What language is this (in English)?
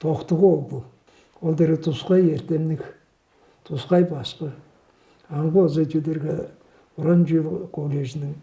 Tuvinian